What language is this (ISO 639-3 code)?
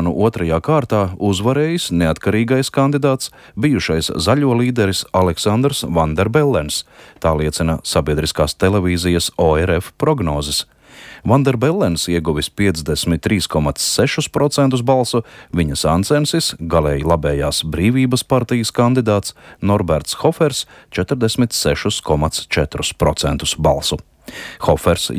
lav